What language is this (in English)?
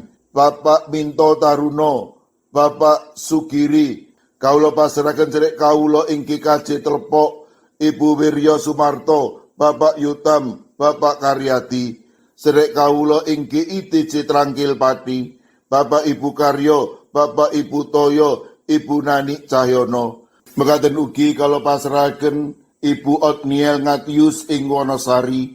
Javanese